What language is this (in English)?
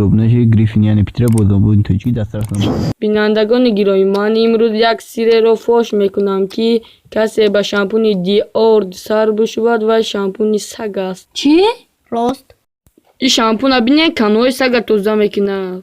Tajik